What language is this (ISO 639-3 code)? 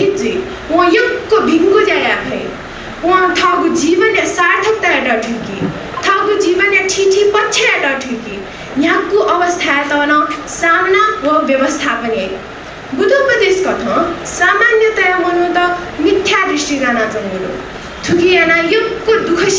new